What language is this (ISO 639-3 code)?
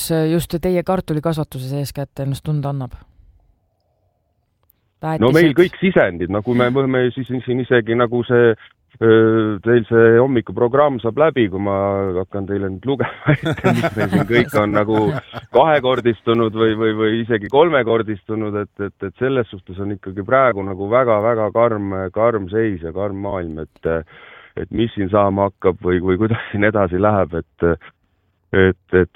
est